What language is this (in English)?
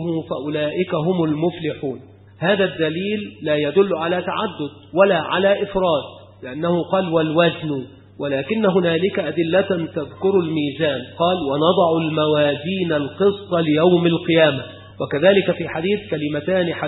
Arabic